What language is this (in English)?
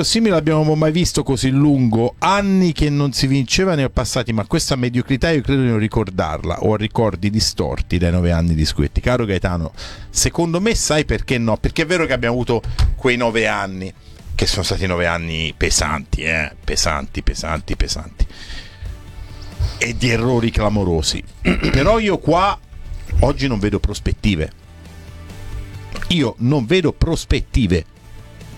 Italian